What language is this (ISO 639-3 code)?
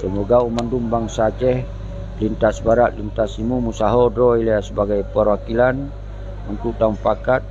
ace